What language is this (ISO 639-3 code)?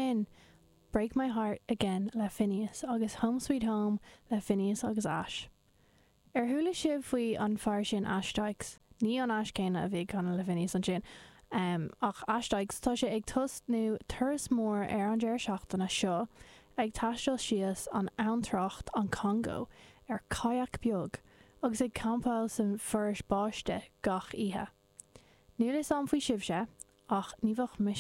gle